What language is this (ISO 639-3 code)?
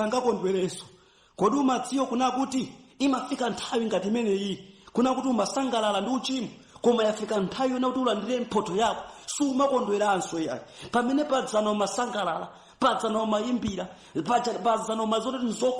nya